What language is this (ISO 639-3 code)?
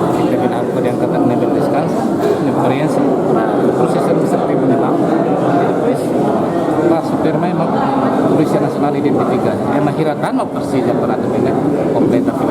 tet